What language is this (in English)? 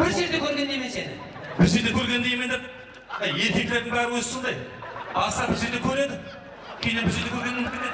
Kara-Kalpak